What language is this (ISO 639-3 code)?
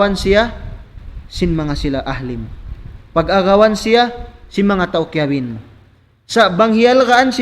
tsg